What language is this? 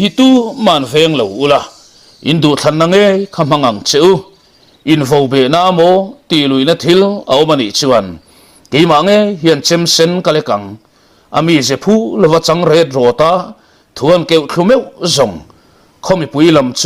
Mizo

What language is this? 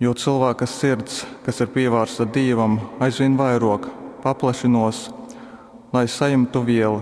Latgalian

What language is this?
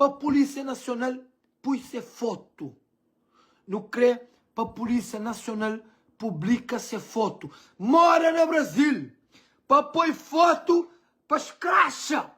Kabuverdianu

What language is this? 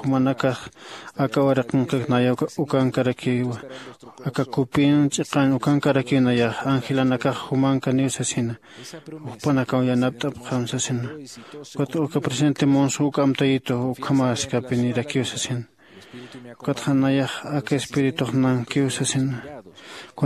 Aymara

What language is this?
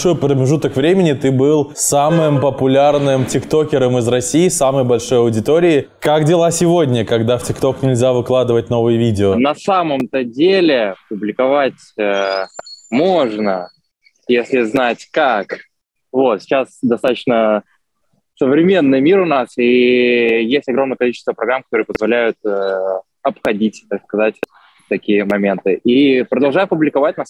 Russian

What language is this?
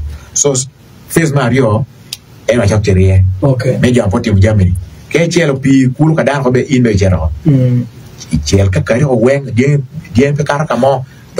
Acoli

